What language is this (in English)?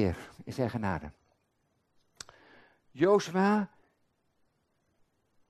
Dutch